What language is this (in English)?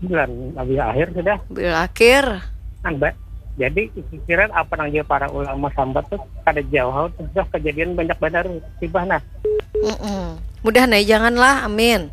Banjar